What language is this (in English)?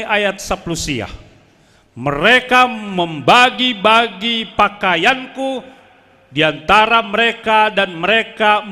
Batak Simalungun